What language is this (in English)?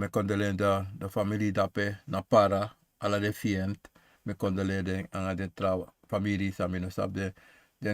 Sranan Tongo